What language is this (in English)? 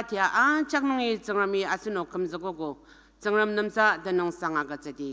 Ao Naga